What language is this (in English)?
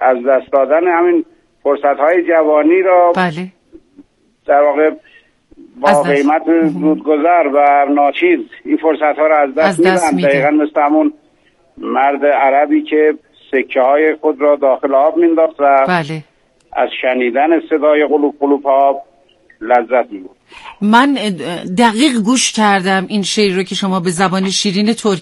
Persian